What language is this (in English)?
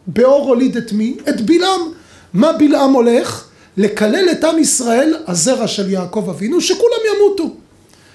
Hebrew